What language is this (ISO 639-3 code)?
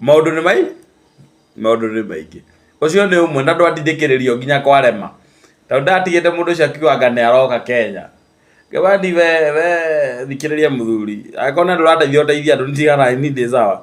kik